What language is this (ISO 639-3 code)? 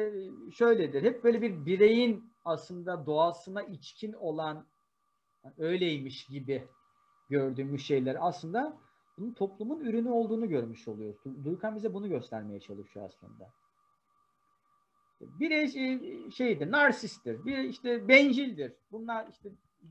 tur